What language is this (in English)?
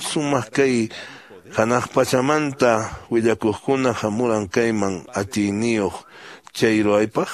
Quechua